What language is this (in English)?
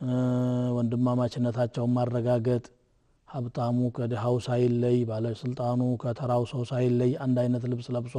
Amharic